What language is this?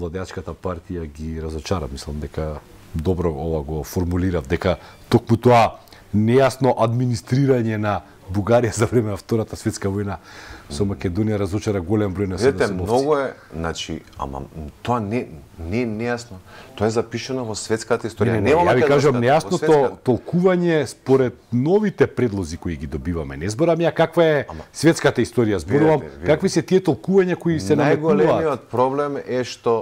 Macedonian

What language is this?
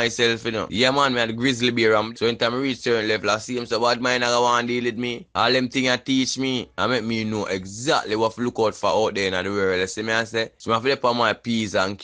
Jamaican Creole English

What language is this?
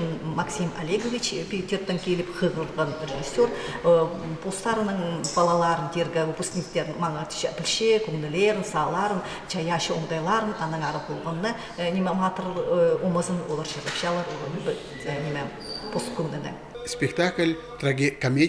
Khakas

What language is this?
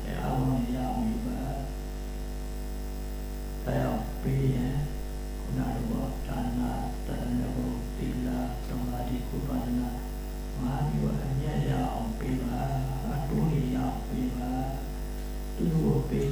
Burmese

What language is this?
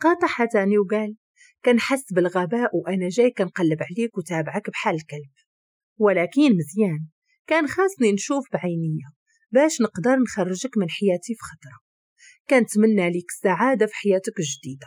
Moroccan Arabic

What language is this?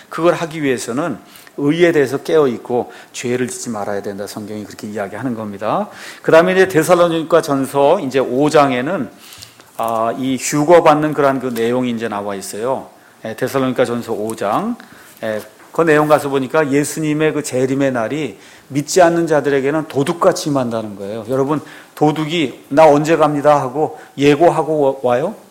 Korean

